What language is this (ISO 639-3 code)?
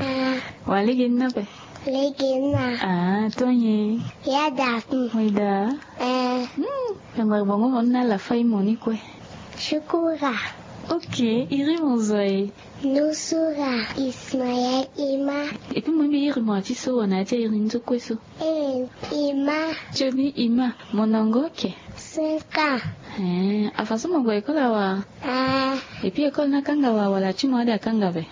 sag